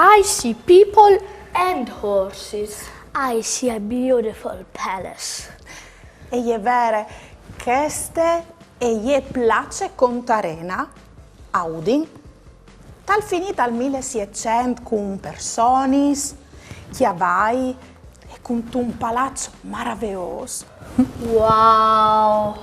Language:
Friulian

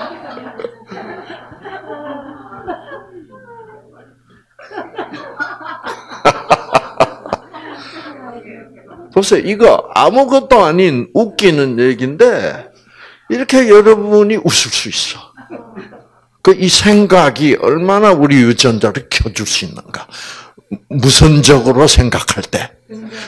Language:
Korean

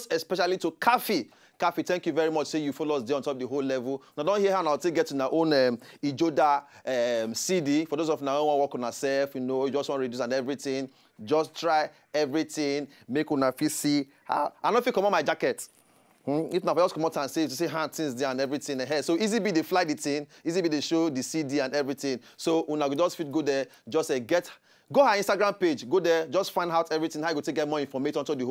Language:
Nigerian Pidgin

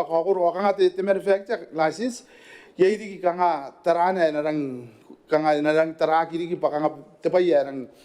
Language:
Gilbertese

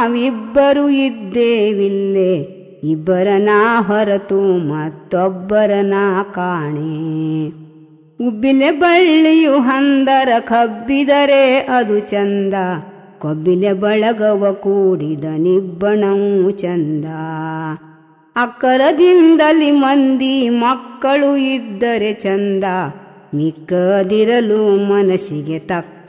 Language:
Kannada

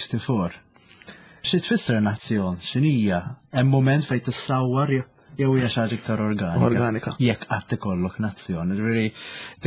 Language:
Maltese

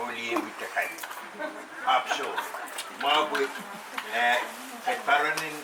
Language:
Pohnpeian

